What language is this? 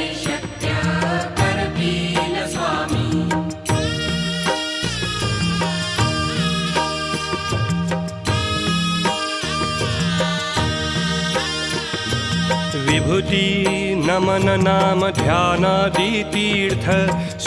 Marathi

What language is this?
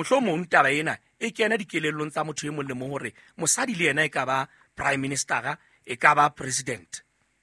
Southern Sotho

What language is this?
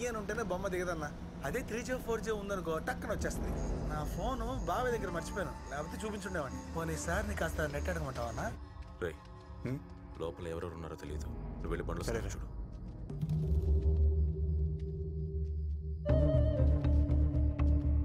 Telugu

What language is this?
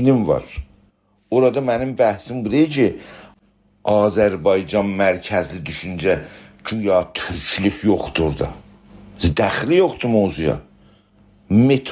South Azerbaijani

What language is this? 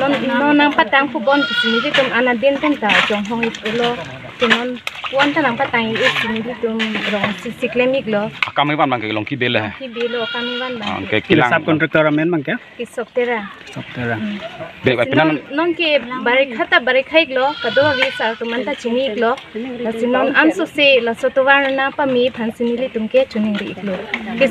Karbi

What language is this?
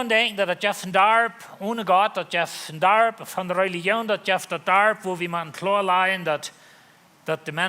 Plautdietsch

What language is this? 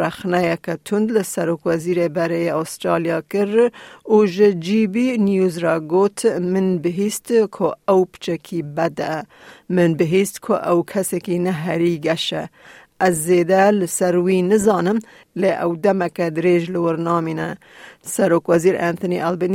Kurdish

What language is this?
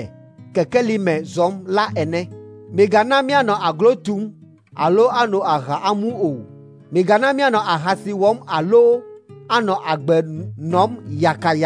Ewe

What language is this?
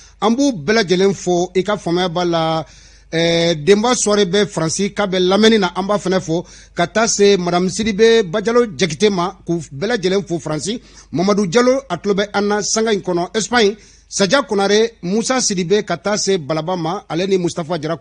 Bambara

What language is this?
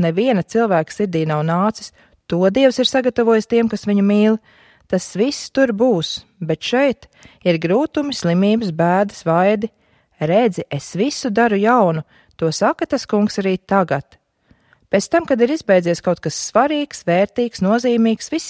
Latvian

